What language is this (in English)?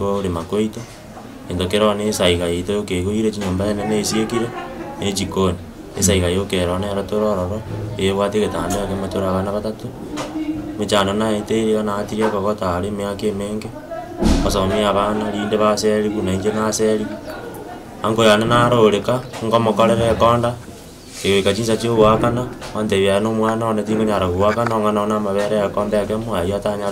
Gusii